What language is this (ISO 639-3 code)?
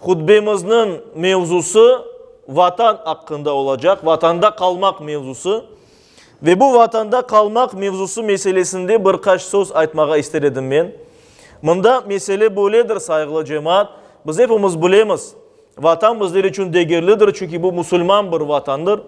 crh